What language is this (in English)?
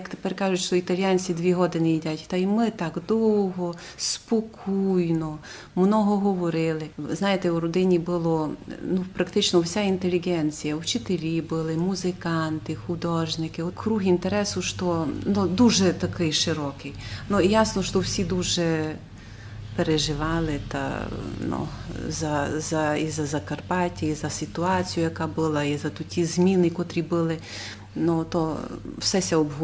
Rusyn